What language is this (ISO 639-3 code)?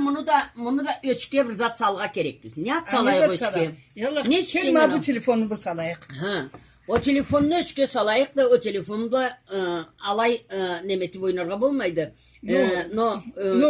krc